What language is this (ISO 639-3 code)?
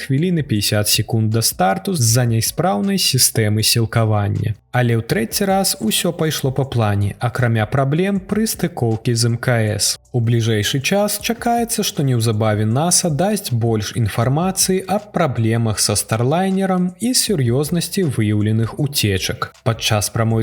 bel